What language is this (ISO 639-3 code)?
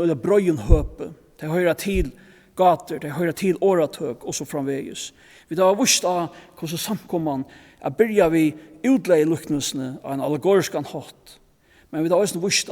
fao